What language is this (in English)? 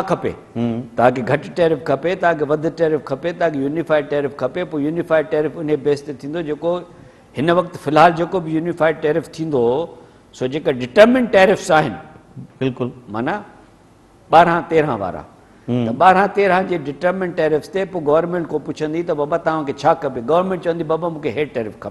Sindhi